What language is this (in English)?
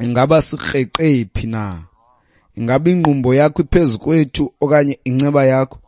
Xhosa